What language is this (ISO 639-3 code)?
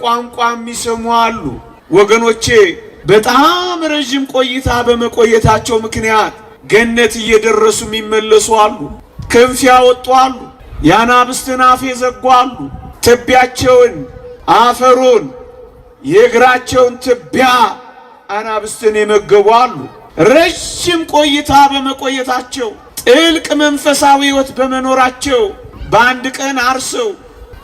amh